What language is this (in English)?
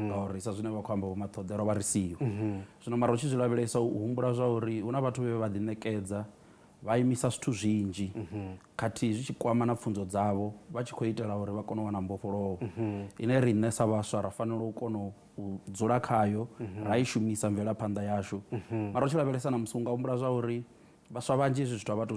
Venda